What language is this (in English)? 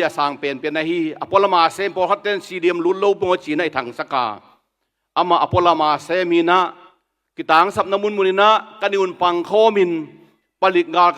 Tedim Chin